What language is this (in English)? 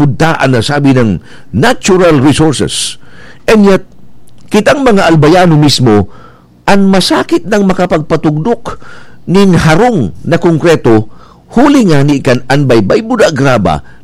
Bikol